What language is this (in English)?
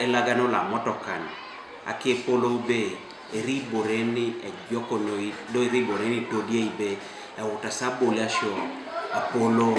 Teso